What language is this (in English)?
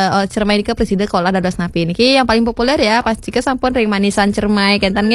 Balinese